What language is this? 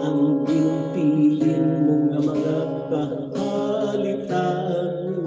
Hiligaynon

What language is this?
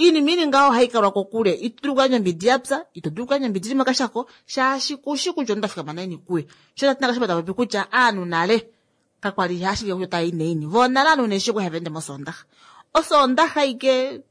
Kuanyama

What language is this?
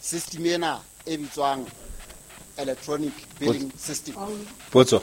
Southern Sotho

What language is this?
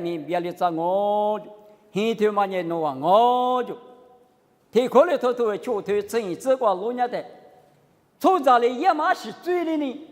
Lisu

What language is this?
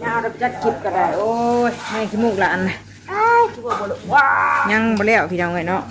Northeastern Thai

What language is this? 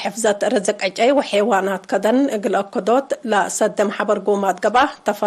Tigre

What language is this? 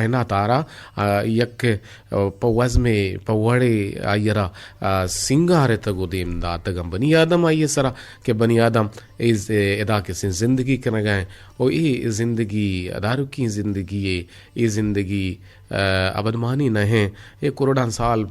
Eastern Balochi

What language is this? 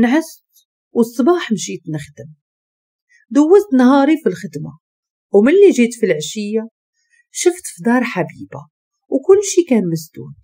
Moroccan Arabic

